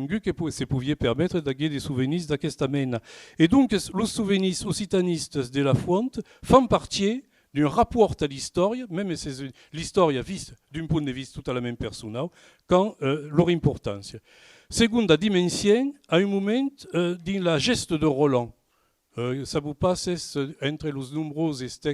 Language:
Occitan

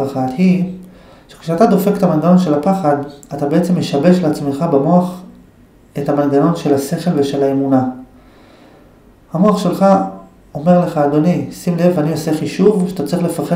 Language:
Hebrew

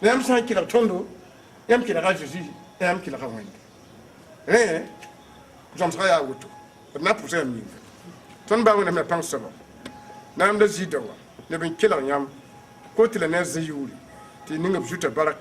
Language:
Mossi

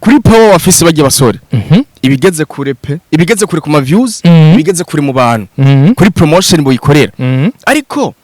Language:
Rundi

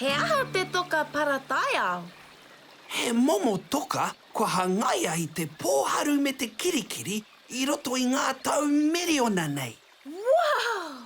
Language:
Māori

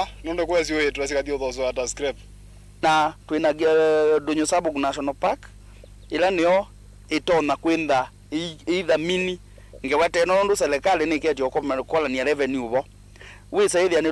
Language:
Kamba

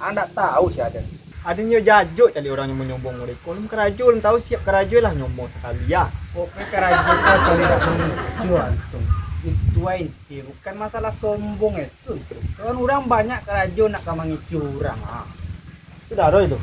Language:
Minangkabau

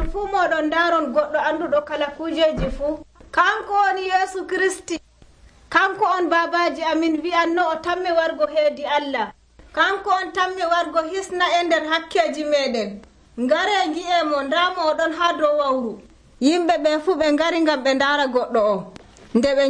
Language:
Nigerian Fulfulde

